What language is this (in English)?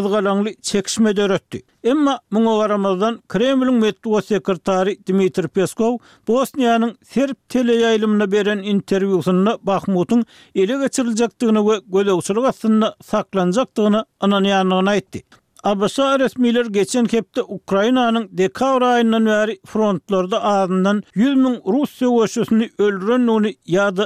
Turkmen